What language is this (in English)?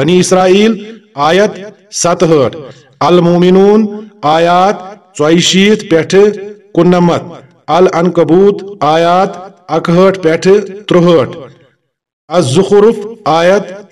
Kashmiri